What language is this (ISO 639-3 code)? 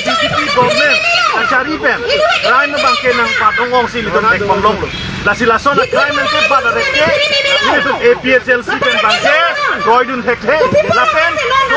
mjw